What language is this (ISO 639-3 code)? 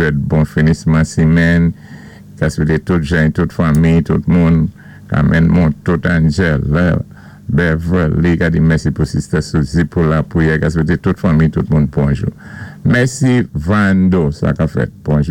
acf